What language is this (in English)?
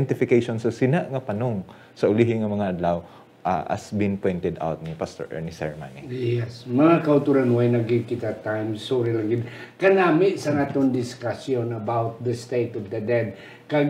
Hiligaynon